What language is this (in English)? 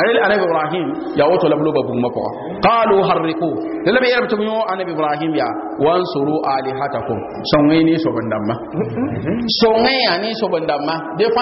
Mossi